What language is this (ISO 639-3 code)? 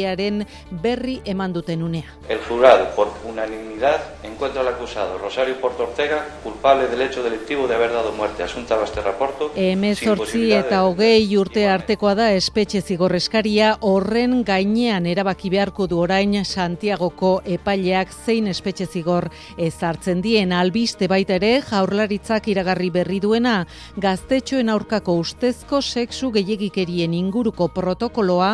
eus